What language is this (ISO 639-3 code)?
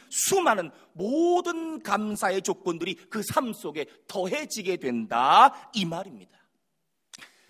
kor